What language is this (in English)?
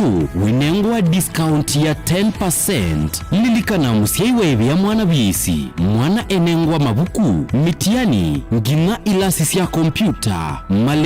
Kamba